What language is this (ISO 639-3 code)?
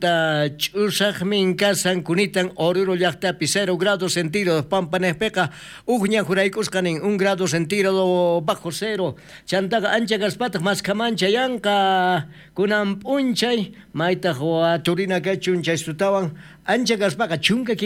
quh